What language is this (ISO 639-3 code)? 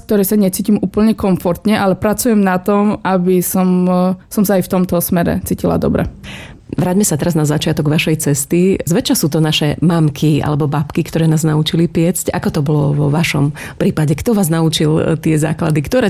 slk